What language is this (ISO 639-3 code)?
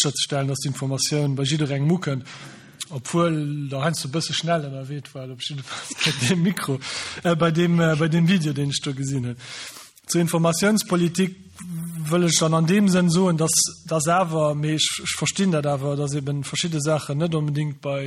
ltz